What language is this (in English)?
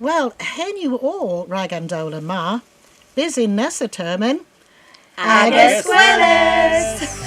Cornish